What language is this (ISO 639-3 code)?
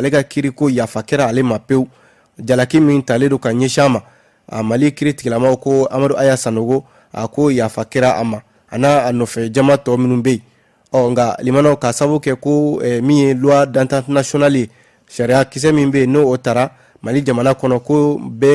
bam